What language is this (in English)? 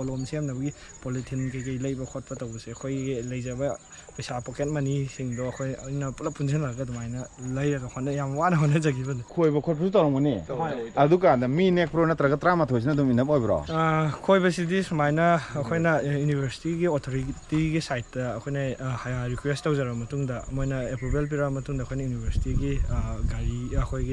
Manipuri